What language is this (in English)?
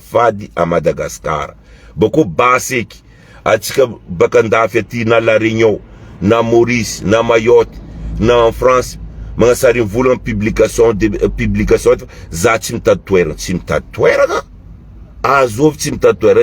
Malagasy